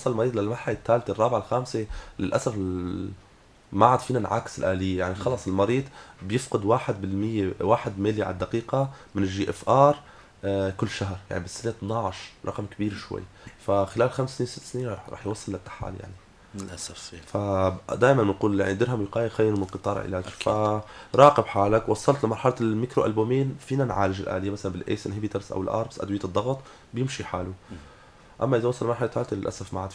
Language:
North Levantine Arabic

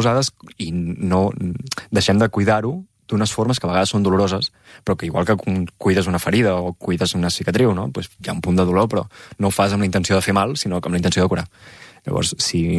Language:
Catalan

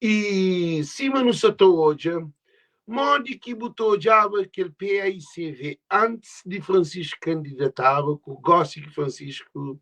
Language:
Kabuverdianu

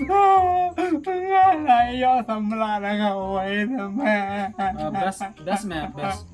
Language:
Khasi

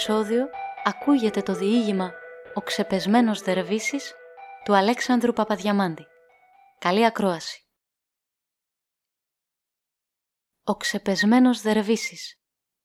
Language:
Greek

